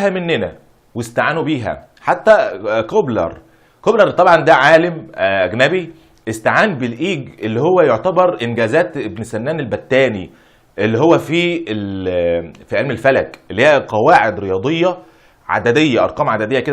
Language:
Egyptian Arabic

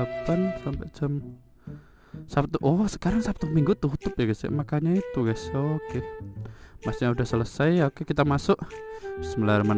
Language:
Indonesian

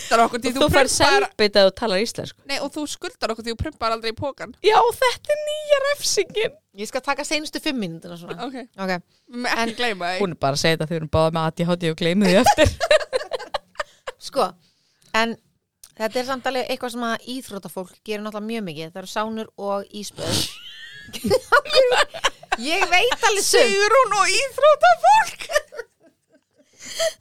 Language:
Icelandic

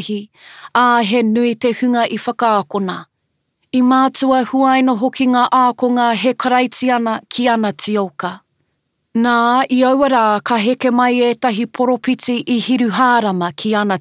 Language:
Māori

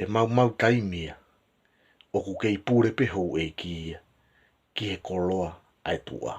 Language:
Tongan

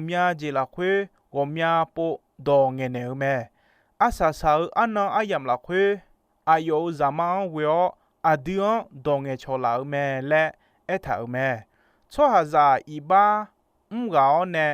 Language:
Akha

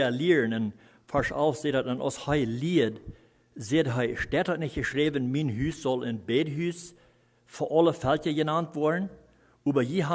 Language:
Plautdietsch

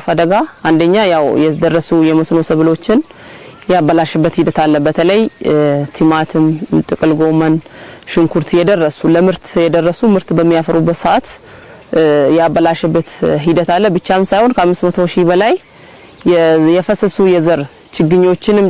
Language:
Amharic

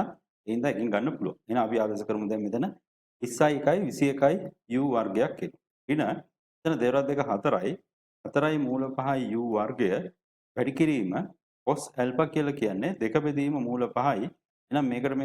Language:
Sinhala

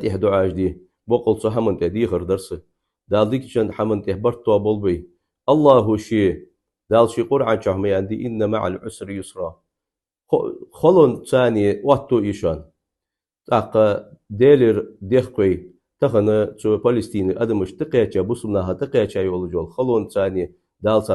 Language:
Ingush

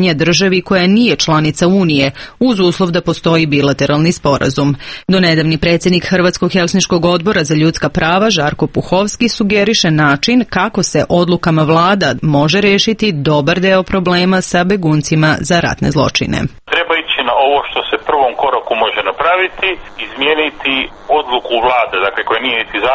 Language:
Serbian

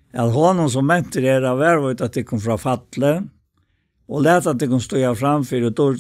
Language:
Faroese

